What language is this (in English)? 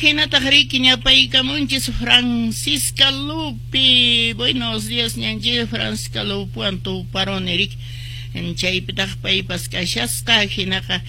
Quechua